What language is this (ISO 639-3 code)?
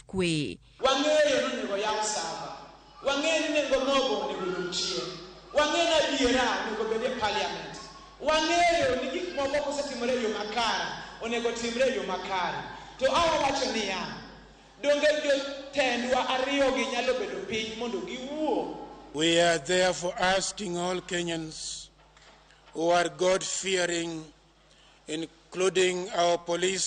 luo